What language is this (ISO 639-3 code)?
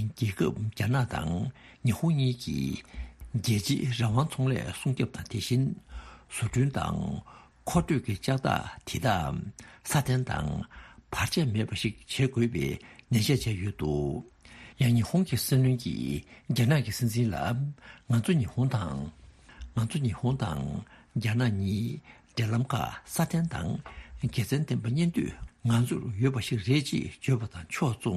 bod